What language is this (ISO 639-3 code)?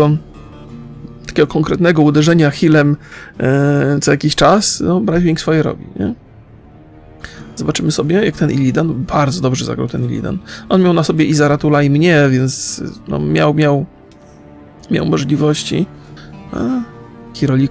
pol